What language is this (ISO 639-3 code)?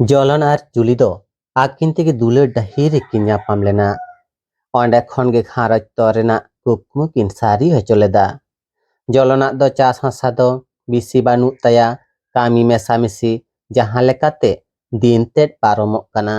sat